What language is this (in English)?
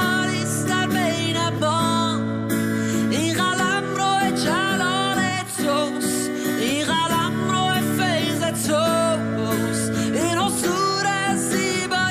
Persian